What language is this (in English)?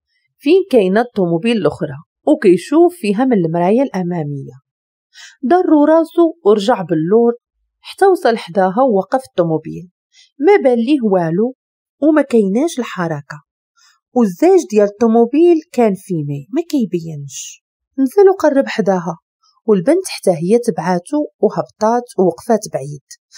Moroccan Arabic